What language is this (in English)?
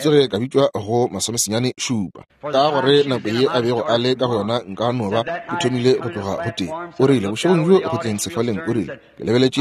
Northern Sotho